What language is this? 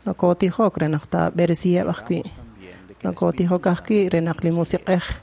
Kekchí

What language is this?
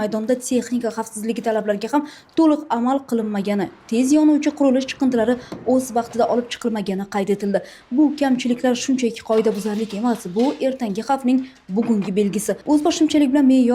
Uzbek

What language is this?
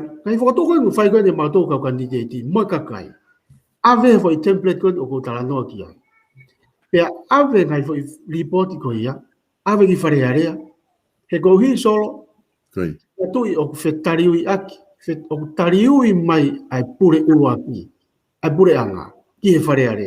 Tongan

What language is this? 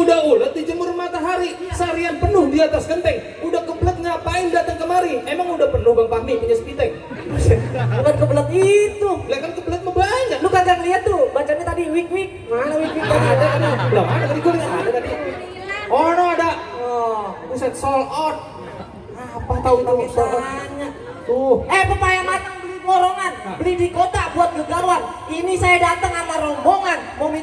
Betawi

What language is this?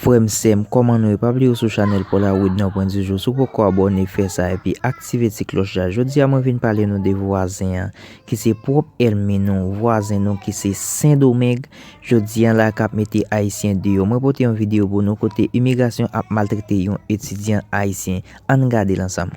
Haitian Creole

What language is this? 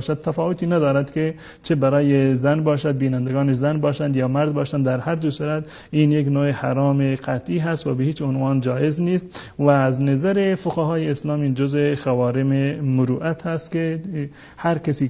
Tajik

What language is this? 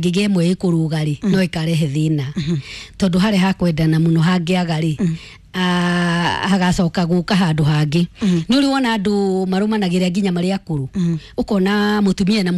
Kikuyu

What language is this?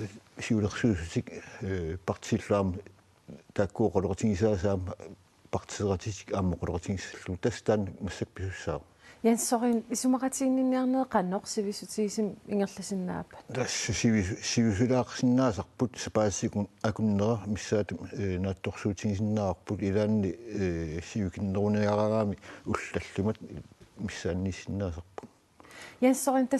Kalaallisut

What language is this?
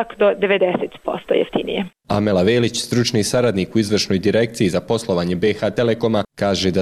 Bosnian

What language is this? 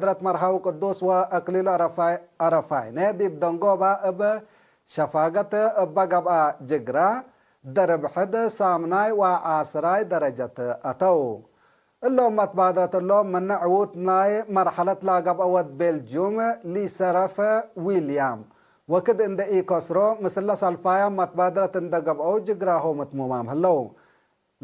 Tigre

